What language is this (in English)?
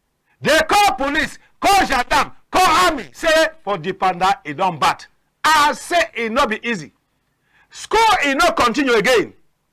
Cameroon Pidgin